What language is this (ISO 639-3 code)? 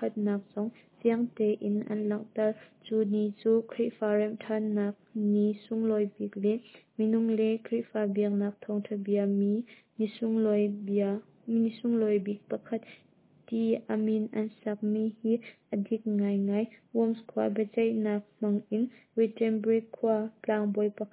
cnh